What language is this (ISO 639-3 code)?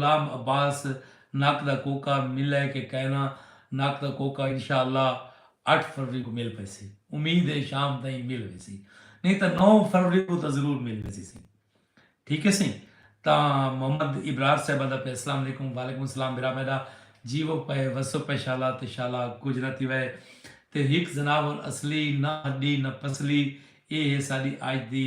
skr